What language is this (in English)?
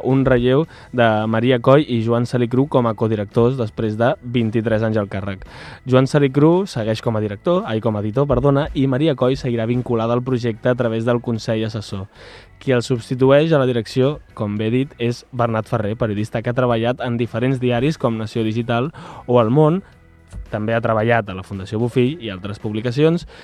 Catalan